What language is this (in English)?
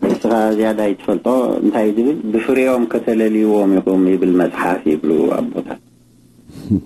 Tigrinya